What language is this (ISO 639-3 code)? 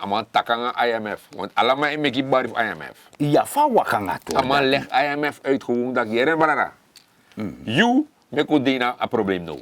srn